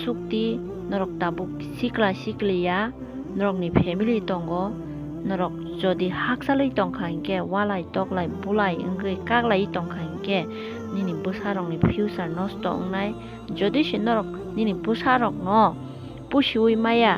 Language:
Kok Borok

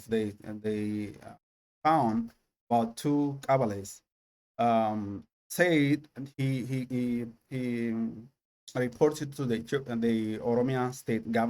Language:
English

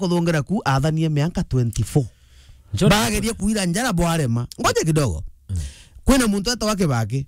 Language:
Meru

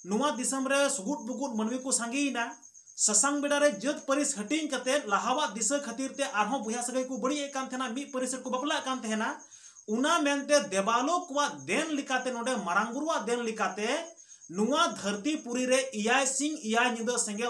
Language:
Santali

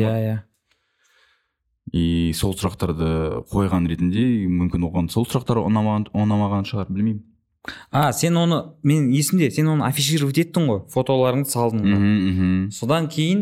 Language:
Kazakh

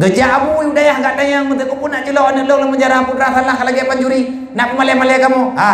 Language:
Achinese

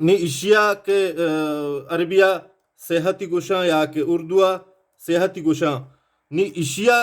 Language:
Baluchi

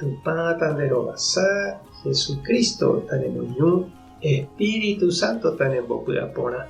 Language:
Guarani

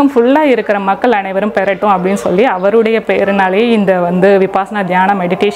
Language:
Tamil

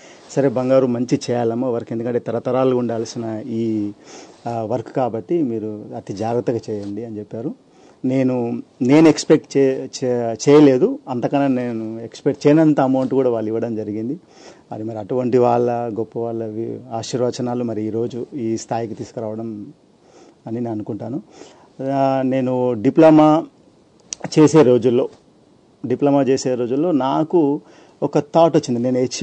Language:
Telugu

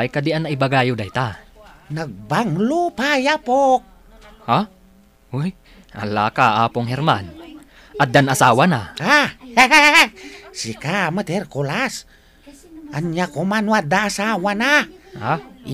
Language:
Iloko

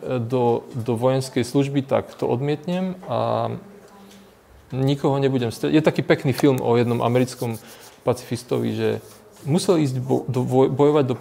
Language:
Slovak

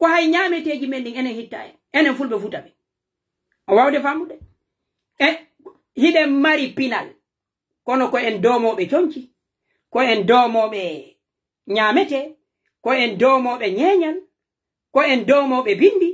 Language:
Pular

